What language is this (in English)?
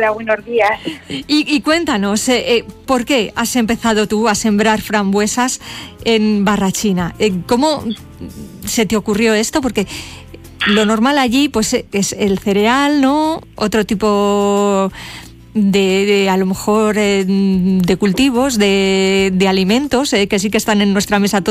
Spanish